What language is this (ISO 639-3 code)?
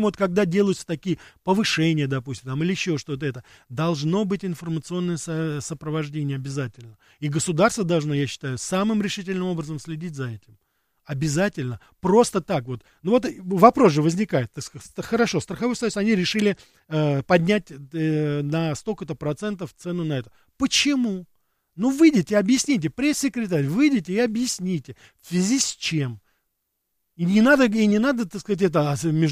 rus